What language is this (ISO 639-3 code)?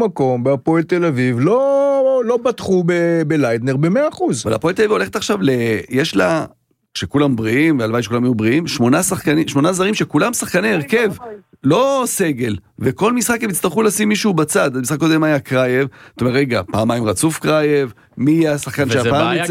heb